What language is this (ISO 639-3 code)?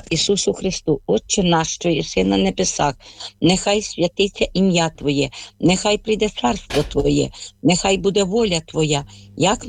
ukr